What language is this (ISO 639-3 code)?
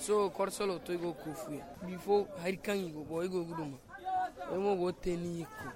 dje